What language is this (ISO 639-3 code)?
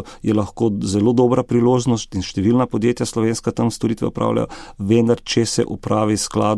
slv